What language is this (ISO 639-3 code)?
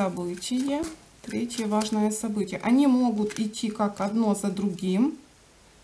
rus